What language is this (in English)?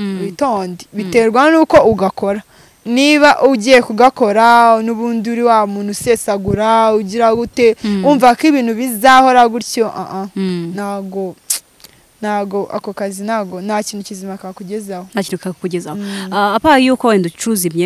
Kinyarwanda